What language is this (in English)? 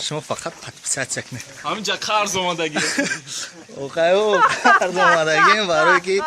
Tajik